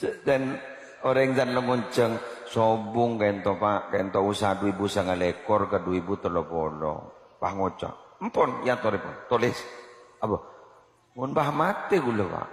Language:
Madurese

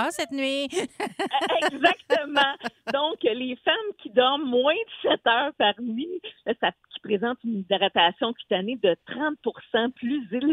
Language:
French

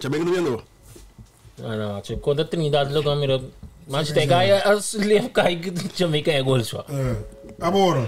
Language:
Papiamento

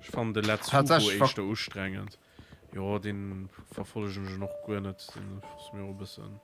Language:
Luxembourgish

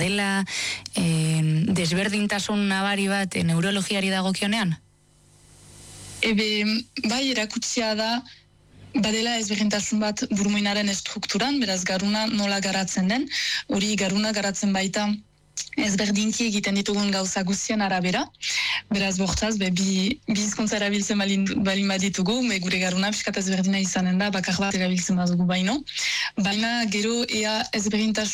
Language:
Basque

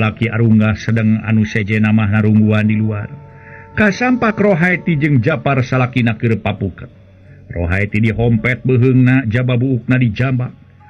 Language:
Sundanese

